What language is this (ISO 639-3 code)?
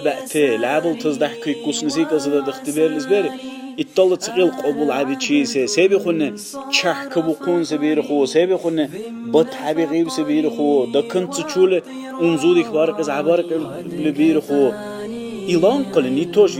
dar